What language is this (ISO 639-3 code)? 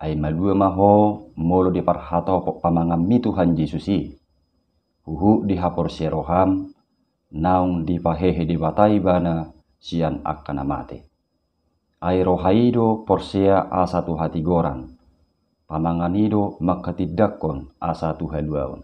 bbc